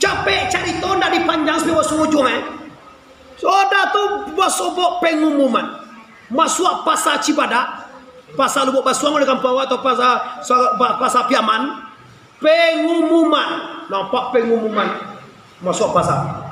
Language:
Minangkabau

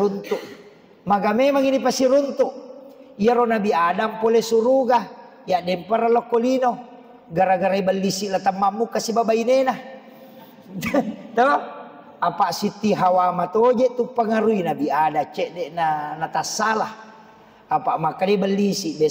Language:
Buginese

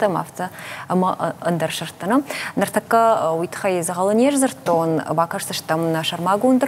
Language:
Ossetic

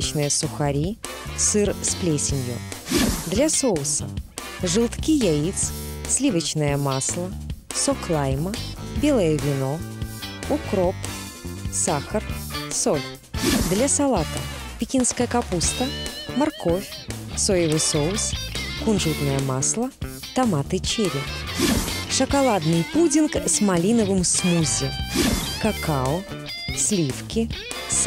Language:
Russian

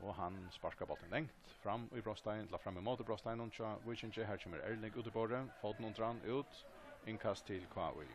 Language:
Faroese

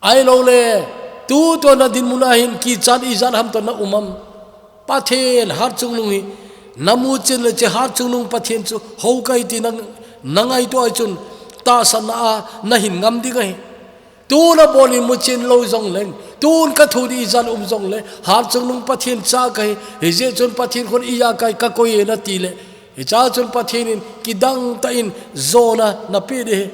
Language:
Thado Chin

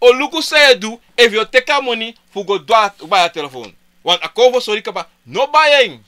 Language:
Sranan Tongo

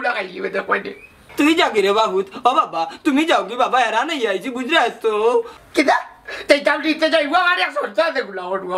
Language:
Sylheti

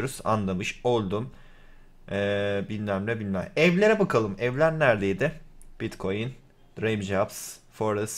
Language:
Turkish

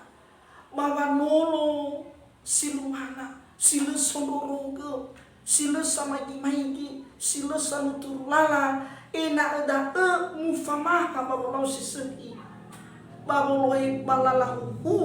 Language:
Nias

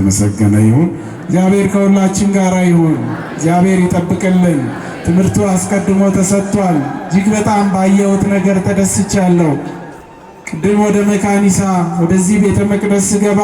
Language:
Amharic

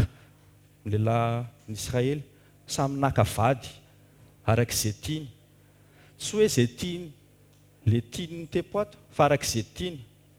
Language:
Malagasy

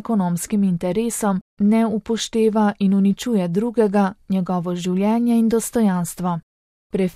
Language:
Slovenian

